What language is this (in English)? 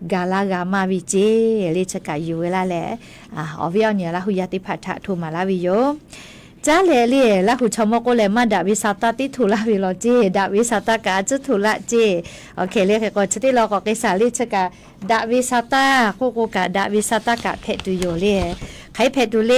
Lahu